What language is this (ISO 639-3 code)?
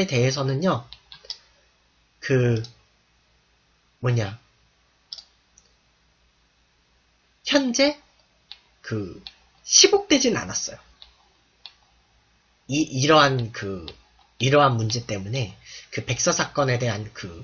kor